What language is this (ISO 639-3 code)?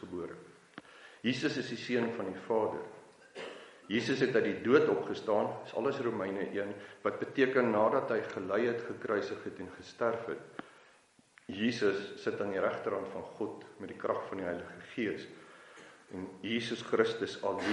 afr